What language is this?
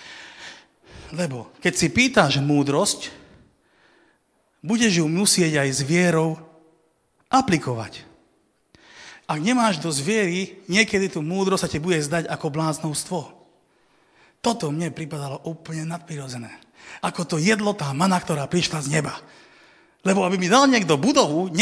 Slovak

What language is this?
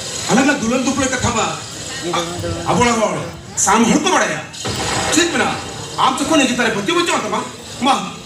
Santali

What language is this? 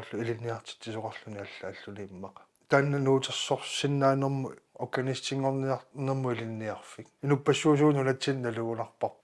Kalaallisut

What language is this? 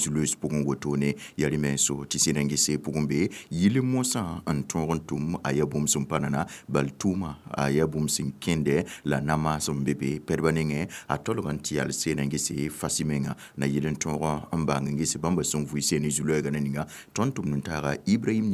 Mossi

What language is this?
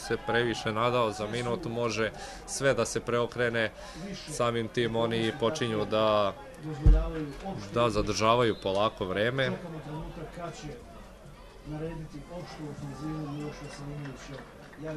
Serbian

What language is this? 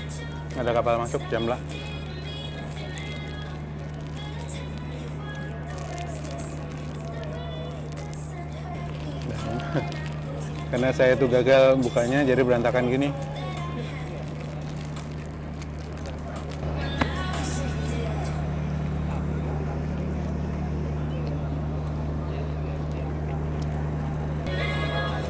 Indonesian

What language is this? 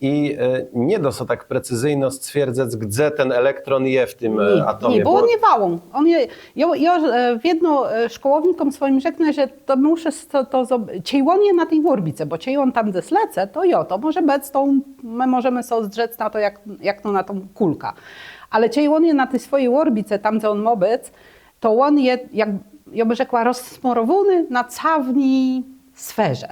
Kashubian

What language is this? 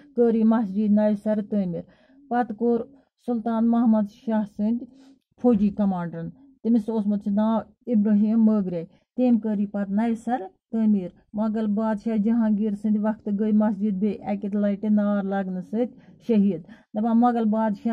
Kashmiri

